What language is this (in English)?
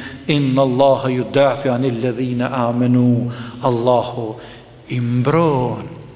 Albanian